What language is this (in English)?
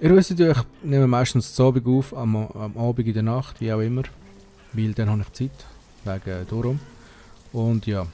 Swiss German